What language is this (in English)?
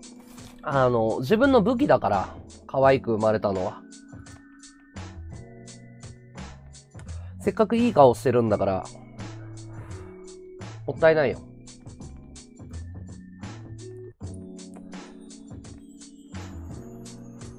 Japanese